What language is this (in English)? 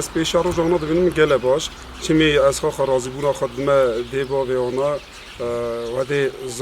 Kurdish